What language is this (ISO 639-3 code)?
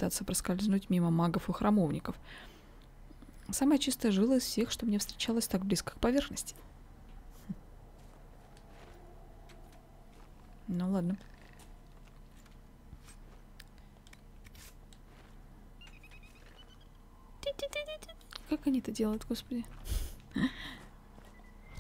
rus